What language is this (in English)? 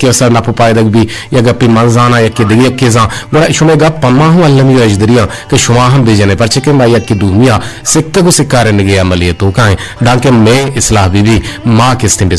Eastern Balochi